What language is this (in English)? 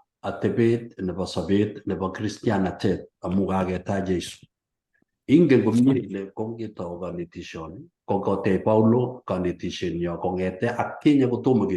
Kalenjin